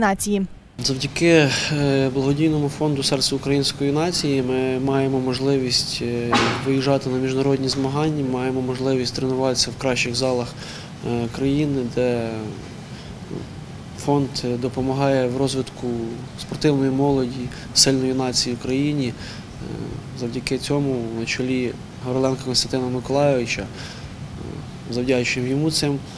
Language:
Ukrainian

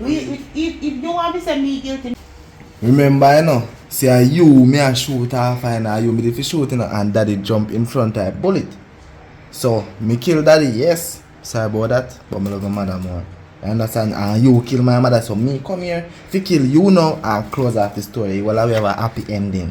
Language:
Jamaican Creole English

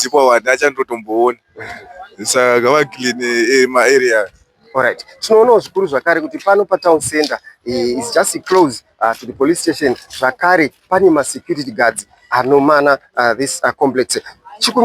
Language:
Shona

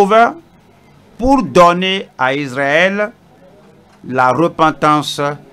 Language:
French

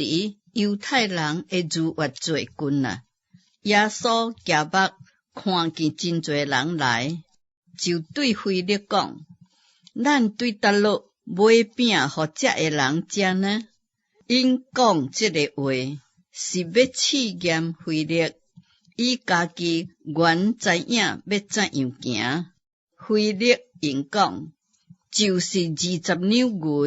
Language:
Min Nan Chinese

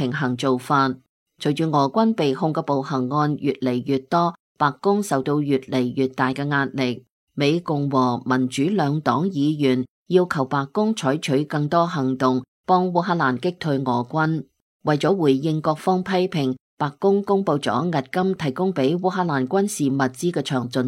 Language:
Cantonese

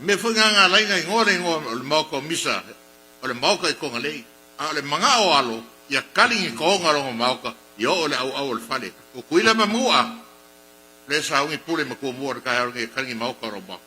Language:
Samoan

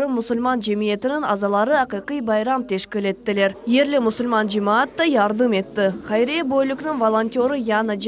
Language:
Crimean Tatar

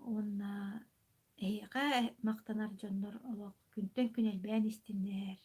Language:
Yakut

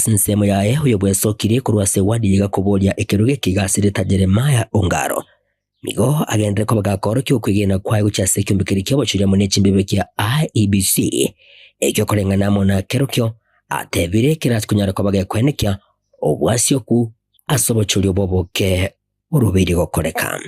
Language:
Gusii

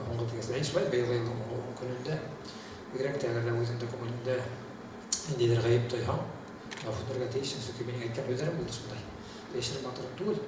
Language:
Bashkir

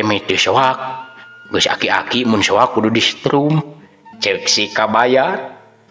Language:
Sundanese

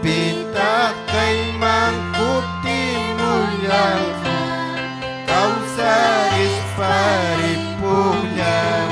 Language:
Ayacucho Quechua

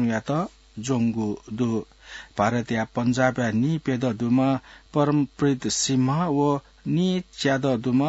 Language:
Newari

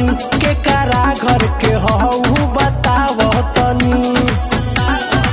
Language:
Bhojpuri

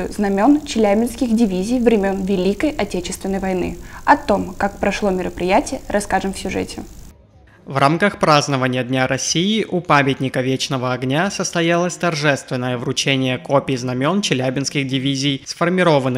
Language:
Russian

